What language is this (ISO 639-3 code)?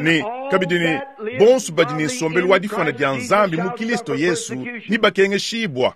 lua